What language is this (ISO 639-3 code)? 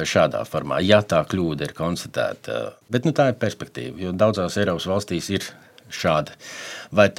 lav